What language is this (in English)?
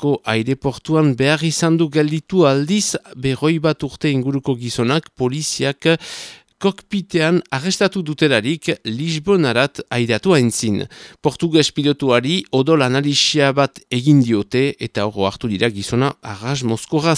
Basque